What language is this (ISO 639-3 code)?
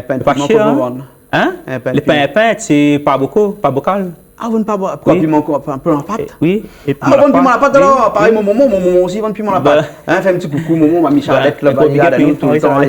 rcf